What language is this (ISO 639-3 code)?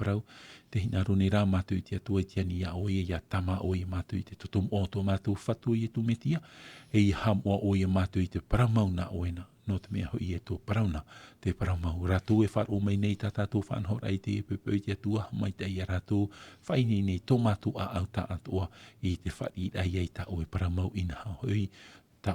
tah